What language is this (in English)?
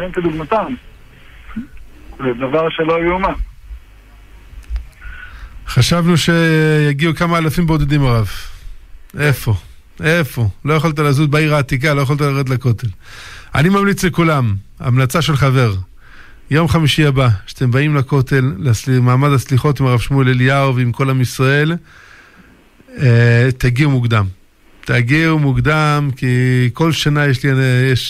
Hebrew